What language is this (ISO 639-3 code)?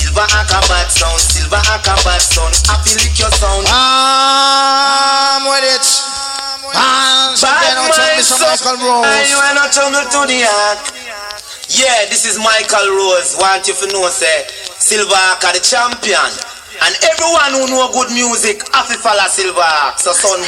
jam